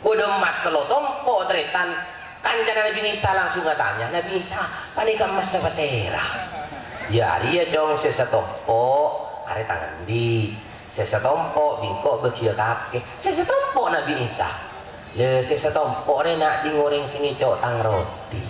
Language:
Madurese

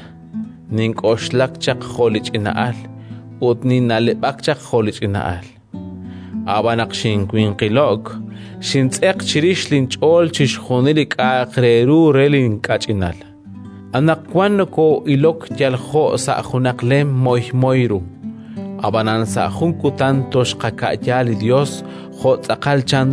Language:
Kekchí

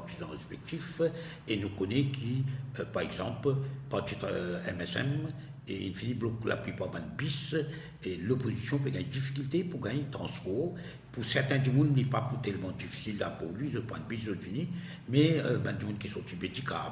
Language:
Morisyen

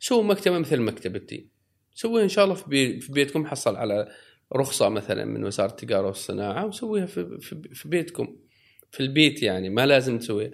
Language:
Gulf Arabic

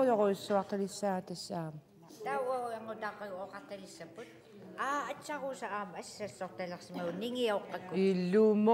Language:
Kalaallisut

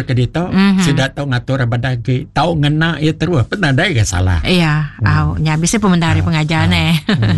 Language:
Iban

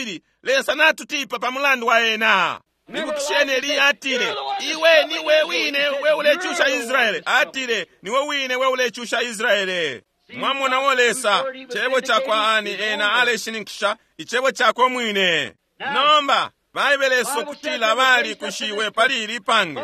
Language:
Bemba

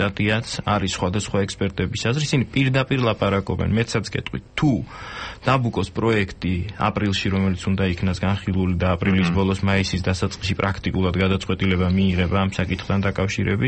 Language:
Georgian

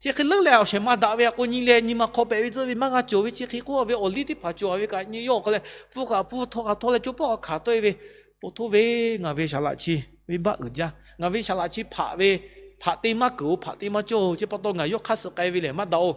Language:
Lahu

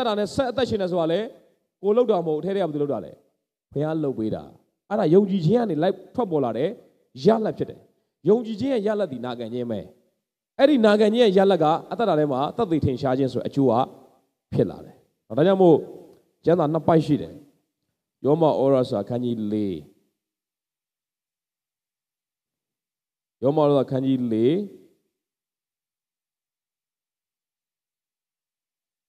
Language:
Burmese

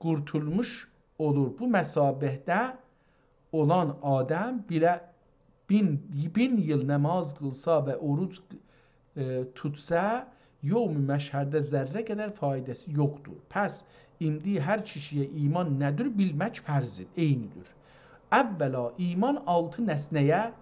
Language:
South Azerbaijani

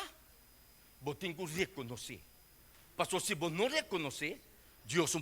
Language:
Papiamento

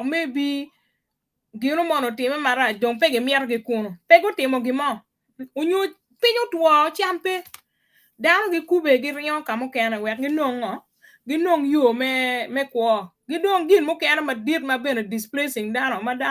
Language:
Acoli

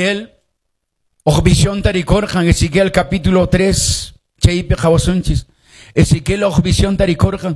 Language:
Quechua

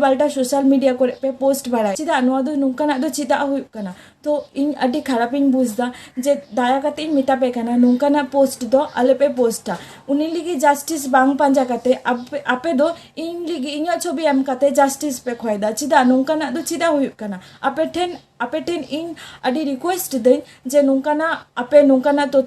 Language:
Santali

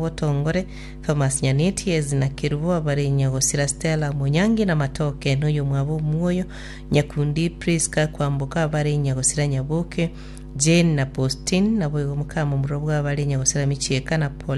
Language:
Gusii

